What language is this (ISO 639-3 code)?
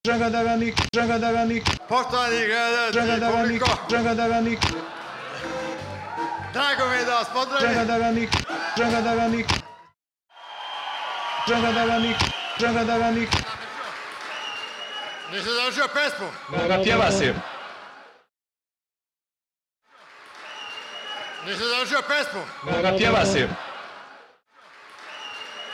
srp